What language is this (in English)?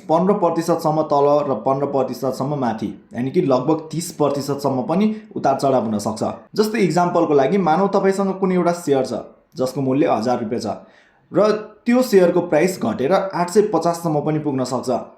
Nepali